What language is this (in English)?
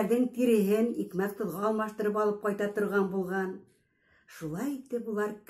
Bashkir